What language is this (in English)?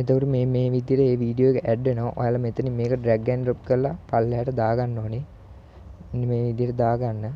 Sinhala